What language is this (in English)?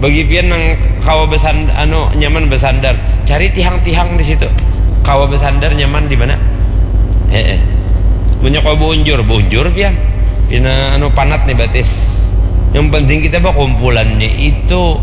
Banjar